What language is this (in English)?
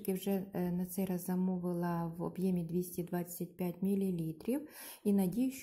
Ukrainian